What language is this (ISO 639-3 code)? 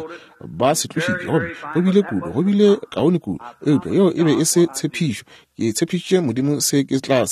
nso